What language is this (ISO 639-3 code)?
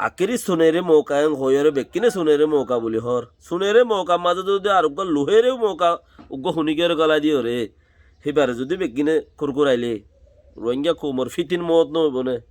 rhg